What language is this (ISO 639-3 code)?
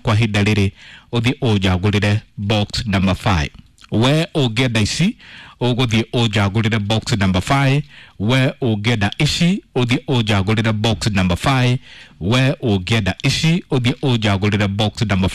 kik